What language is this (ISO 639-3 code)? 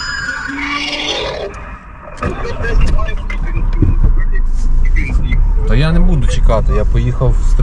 ukr